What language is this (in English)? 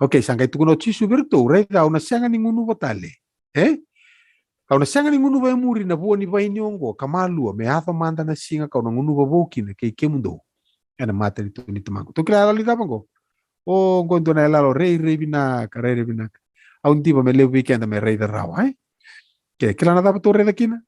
Fijian